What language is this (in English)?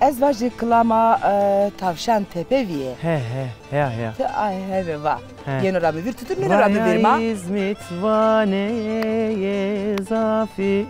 Zaza